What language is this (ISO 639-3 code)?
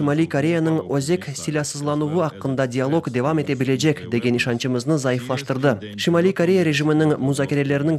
crh